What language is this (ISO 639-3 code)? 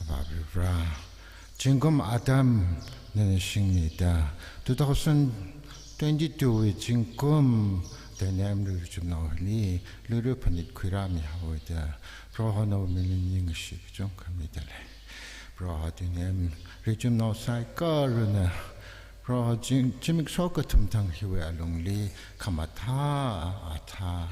nmf